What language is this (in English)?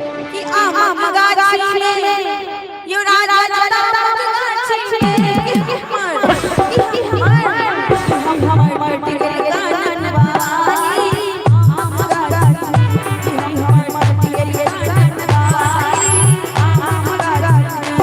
Maithili